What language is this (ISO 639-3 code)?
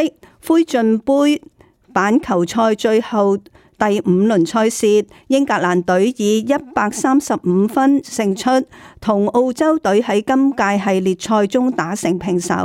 yue